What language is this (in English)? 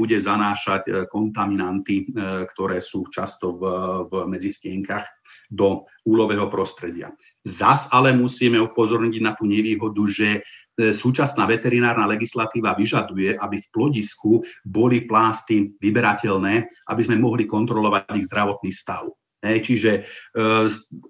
Slovak